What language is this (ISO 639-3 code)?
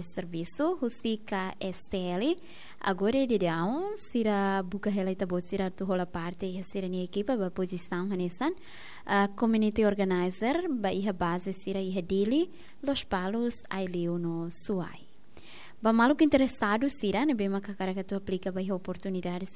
tet